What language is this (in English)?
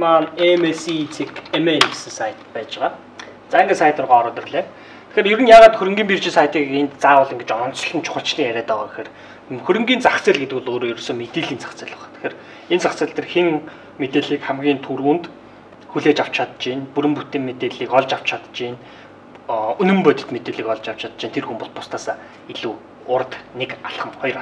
Mongolian